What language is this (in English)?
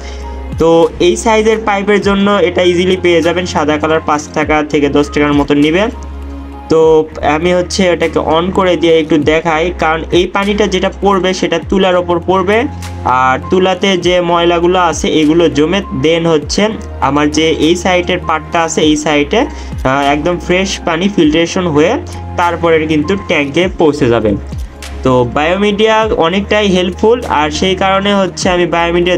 Bangla